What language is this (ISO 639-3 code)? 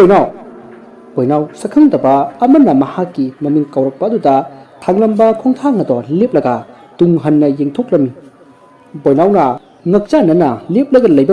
mni